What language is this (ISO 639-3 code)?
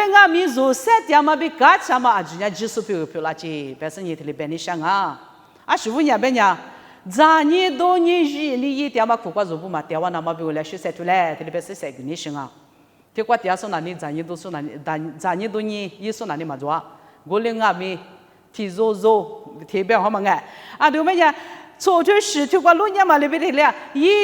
lis